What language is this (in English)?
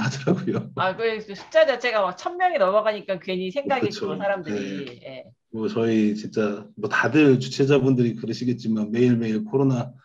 Korean